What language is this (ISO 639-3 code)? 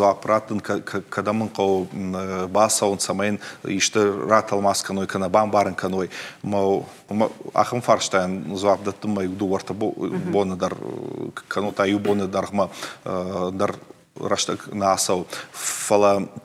oss